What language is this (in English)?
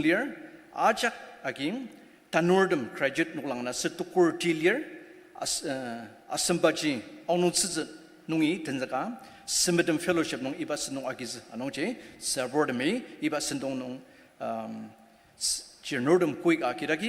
Ao Naga